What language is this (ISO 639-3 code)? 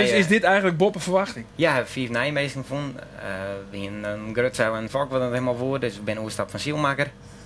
fry